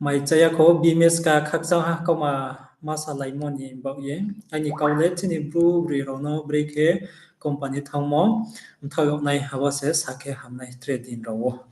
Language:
Riang (India)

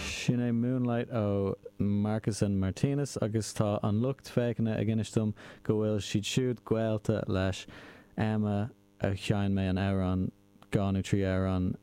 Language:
Irish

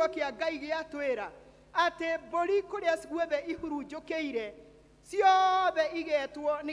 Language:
Kikuyu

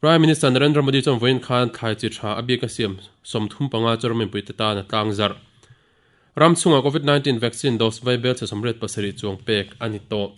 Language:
Mizo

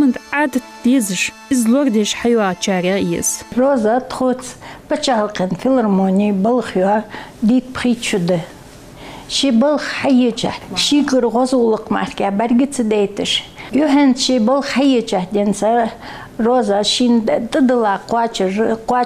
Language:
Ingush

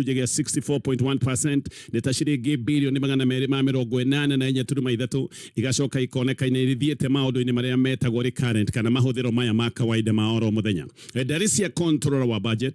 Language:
Kikuyu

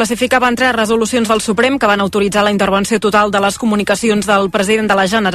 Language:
Catalan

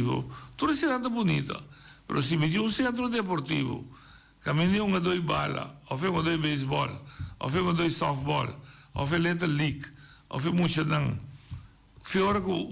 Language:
Papiamento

